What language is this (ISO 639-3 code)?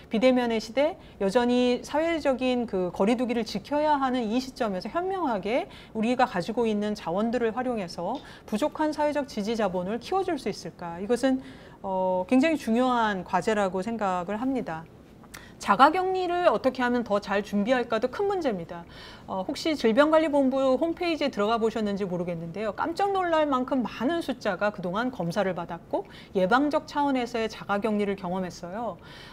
kor